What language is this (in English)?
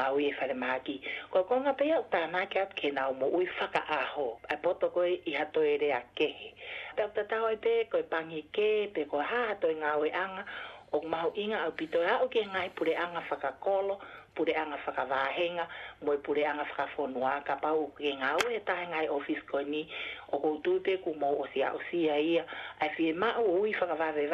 Tongan